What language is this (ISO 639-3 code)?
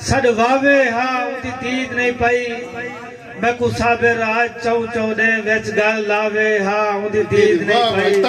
skr